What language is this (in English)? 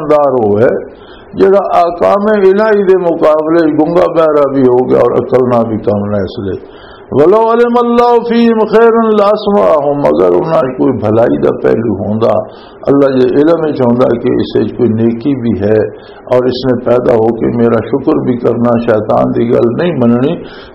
Western Panjabi